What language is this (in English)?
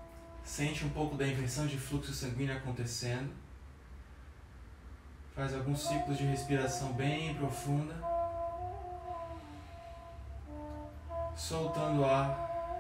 Portuguese